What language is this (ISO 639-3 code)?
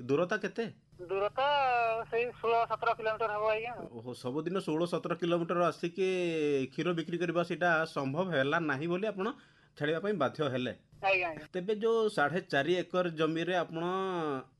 ori